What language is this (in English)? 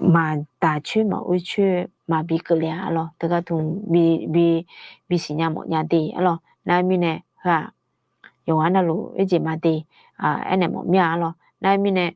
Akha